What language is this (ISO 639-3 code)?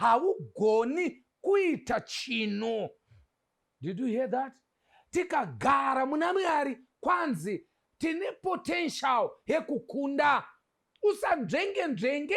sna